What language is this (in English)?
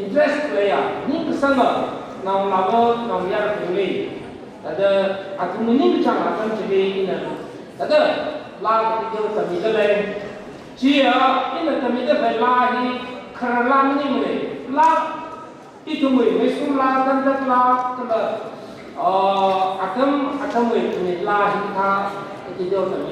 Tangkhul Naga (India)